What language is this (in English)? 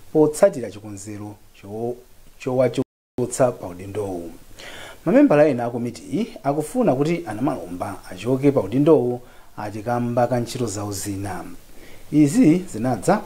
Nyanja